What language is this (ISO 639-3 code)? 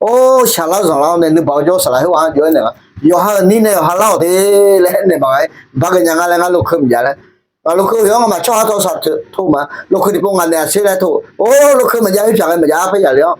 ahk